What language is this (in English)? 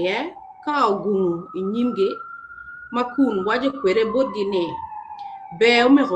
Acoli